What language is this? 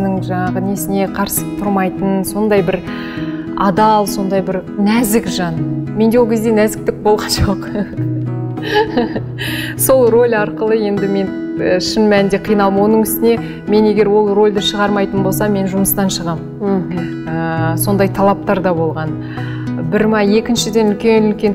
Kazakh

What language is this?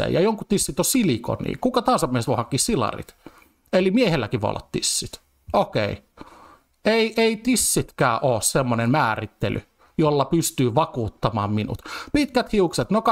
Finnish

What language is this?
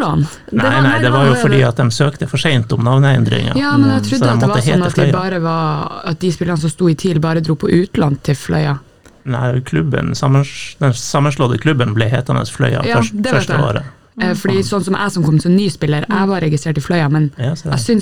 Norwegian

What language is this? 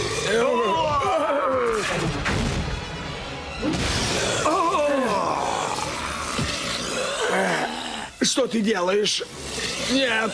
Russian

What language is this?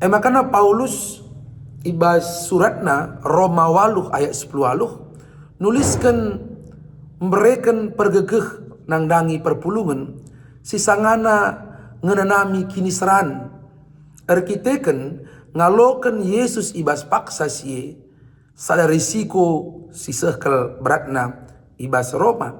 Batak Karo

